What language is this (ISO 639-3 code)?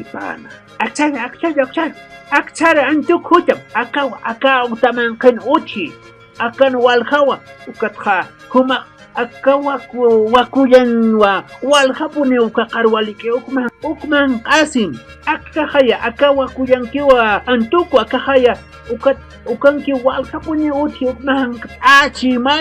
aym